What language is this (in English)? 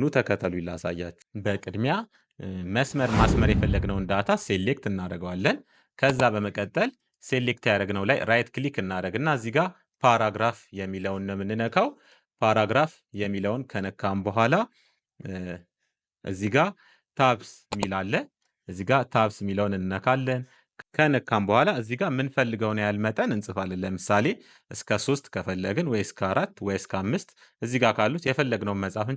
Amharic